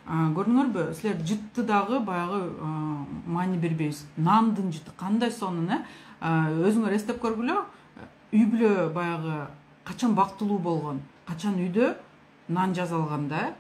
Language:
Kyrgyz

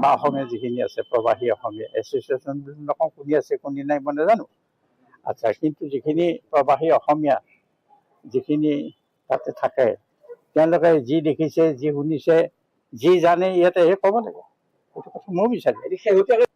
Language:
Assamese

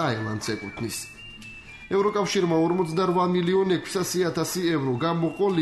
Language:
Georgian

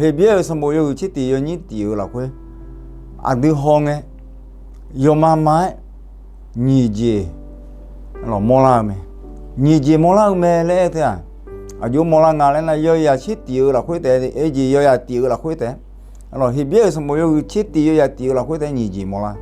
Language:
Akha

